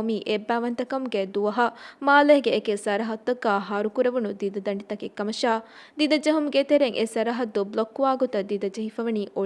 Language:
Divehi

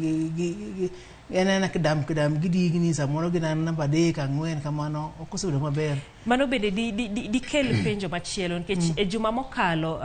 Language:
Luo (Kenya and Tanzania)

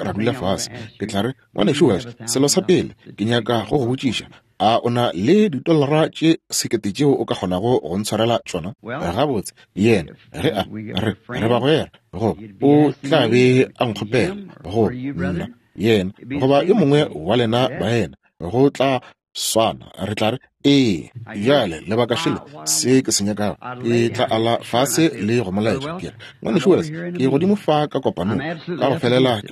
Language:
Northern Sotho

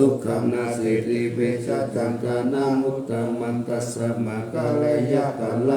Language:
Pali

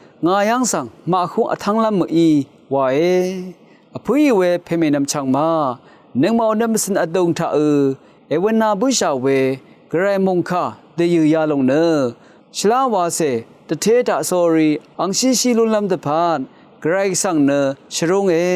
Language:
Rawang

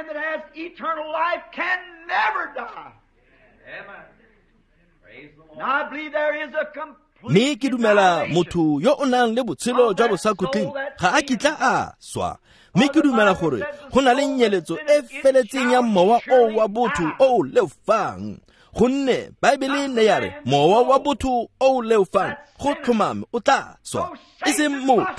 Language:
Tswana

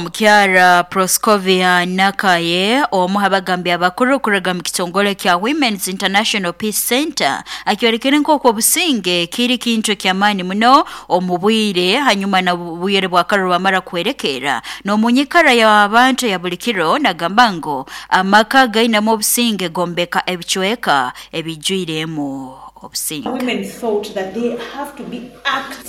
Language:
Nyoro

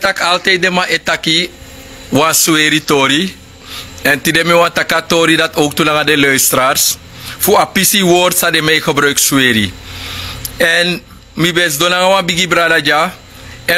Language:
Sranan Tongo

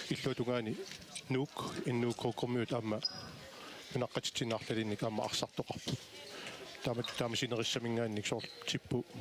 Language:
Kalaallisut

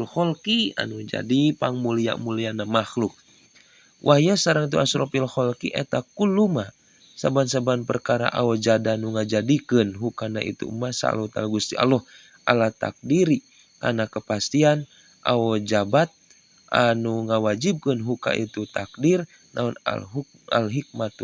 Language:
Sundanese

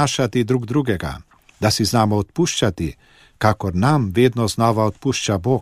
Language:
Slovenian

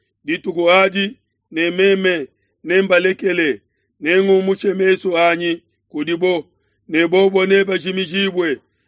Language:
Luba-Lulua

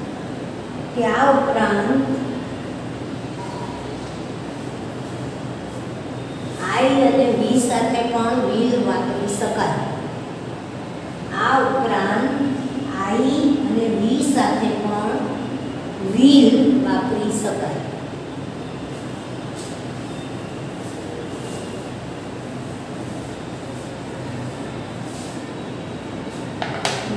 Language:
Gujarati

